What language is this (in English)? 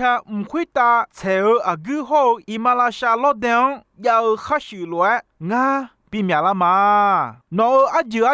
Akha